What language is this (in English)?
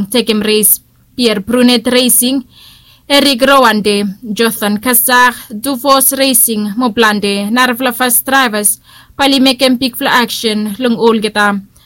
Bislama